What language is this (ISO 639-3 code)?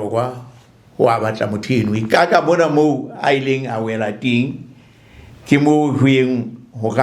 sot